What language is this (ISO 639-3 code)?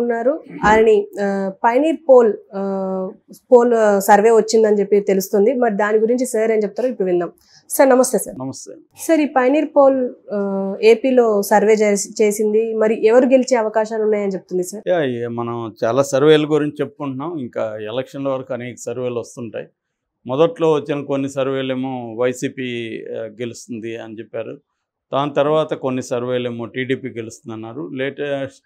tel